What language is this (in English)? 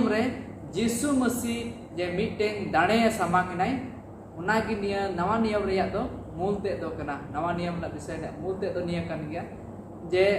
Santali